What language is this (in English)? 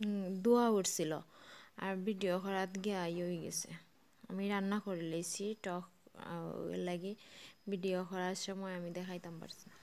Sylheti